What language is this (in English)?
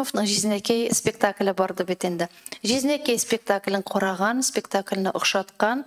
Tatar